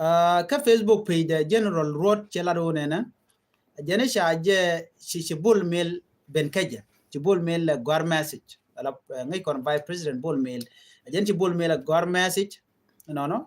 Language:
Nuer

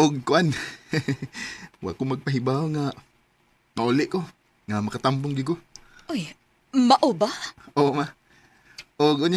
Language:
Cebuano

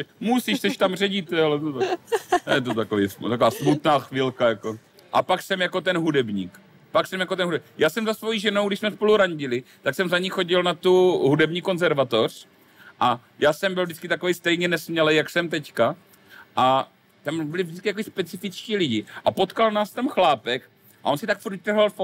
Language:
Czech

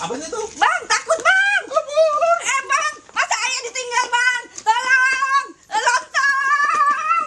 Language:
Betawi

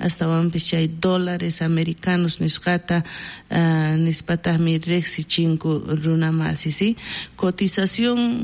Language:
South Bolivian Quechua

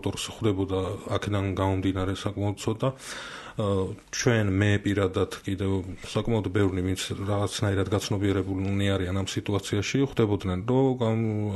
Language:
Georgian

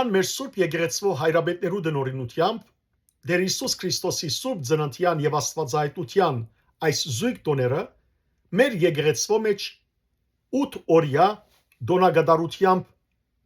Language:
Western Armenian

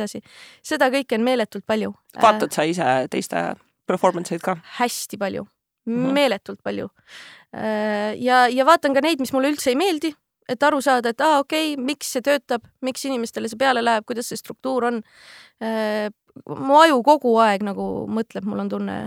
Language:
Estonian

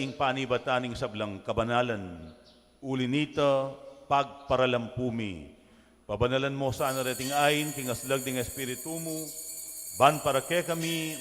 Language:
Pampanga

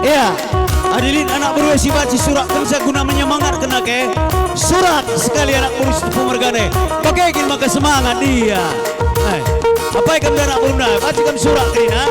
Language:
Batak Karo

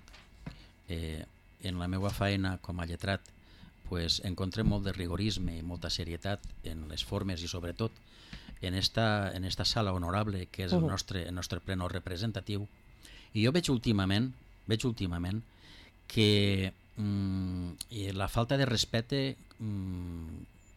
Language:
Catalan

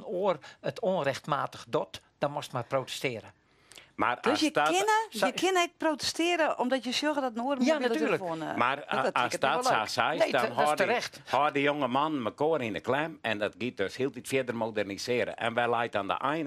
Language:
Western Frisian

